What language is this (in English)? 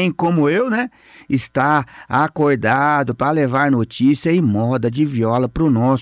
Portuguese